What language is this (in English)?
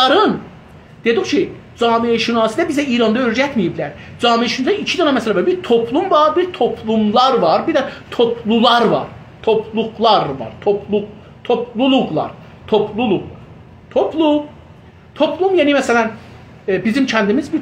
South Azerbaijani